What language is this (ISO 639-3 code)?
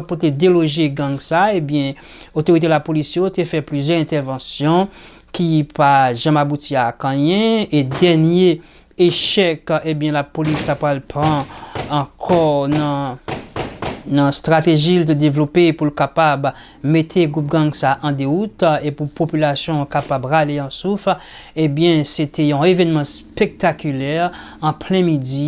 hat